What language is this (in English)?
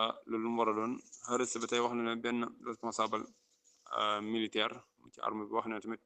Wolof